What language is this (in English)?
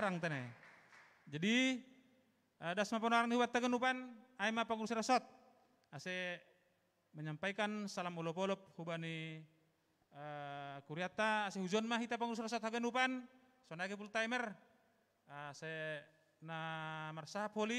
Batak Simalungun